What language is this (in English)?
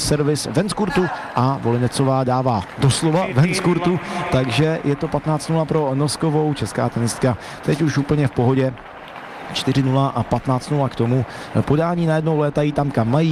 Czech